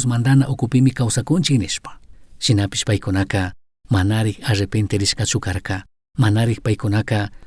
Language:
Chimborazo Highland Quichua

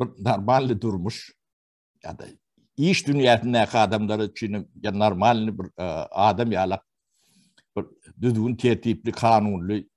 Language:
Turkmen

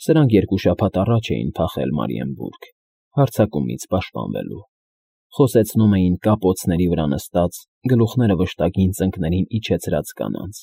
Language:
Armenian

